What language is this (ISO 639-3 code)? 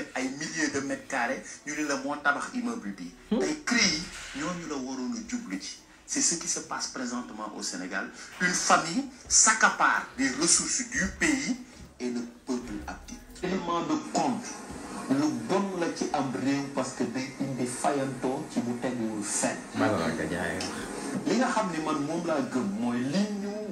wol